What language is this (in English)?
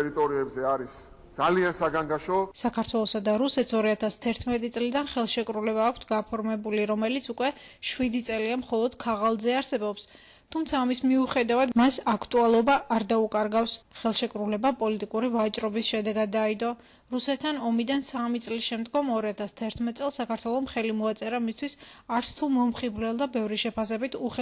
Georgian